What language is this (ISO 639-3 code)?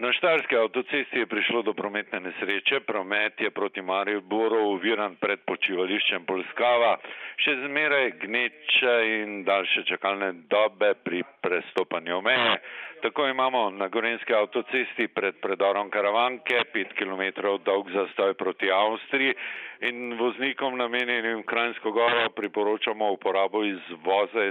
slv